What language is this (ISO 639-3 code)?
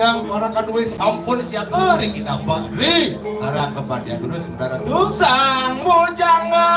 ban